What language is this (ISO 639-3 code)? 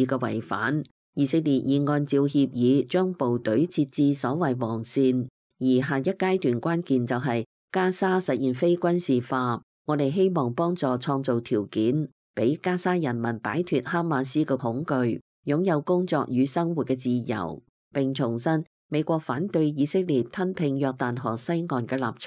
yue